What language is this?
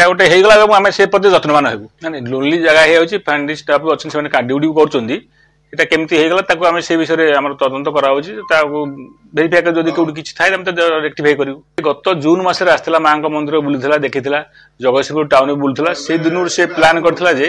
Odia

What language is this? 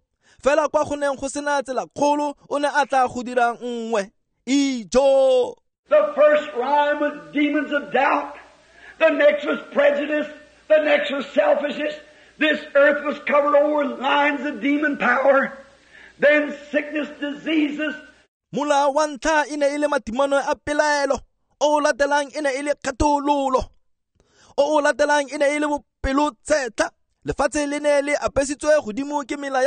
Tswana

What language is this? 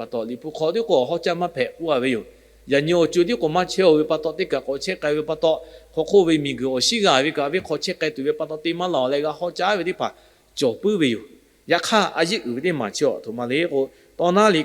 Lahu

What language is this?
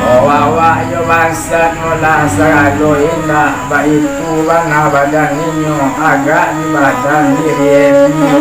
Minangkabau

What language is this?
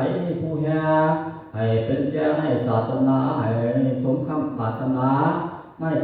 Northeastern Thai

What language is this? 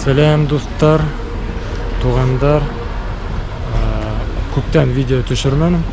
Bashkir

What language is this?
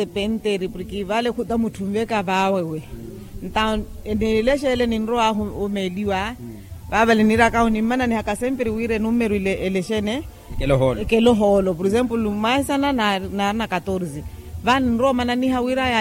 Makhuwa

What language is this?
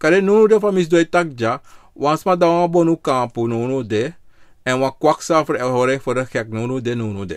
Sranan Tongo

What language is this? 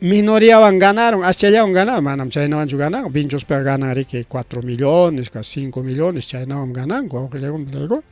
Ayacucho Quechua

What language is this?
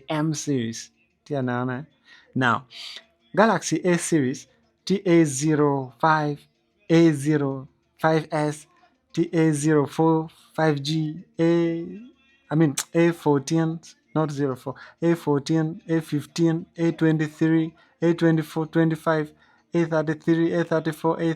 Acoli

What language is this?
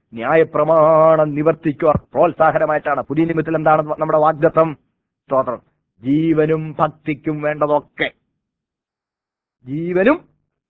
Malayalam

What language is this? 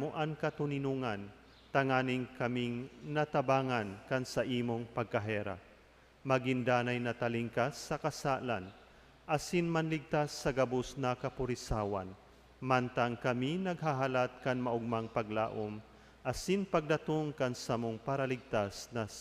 Bikol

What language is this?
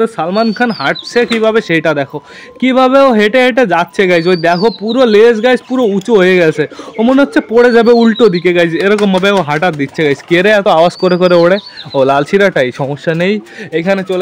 Bangla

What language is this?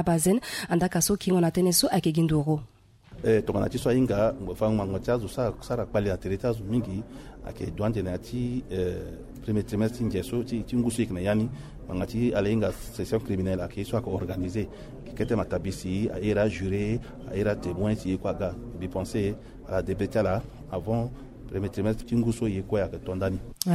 Sango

